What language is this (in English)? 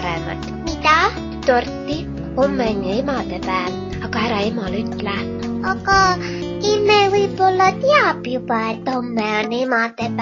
Estonian